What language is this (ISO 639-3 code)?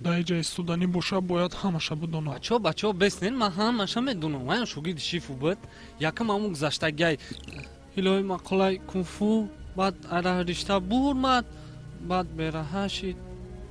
tgk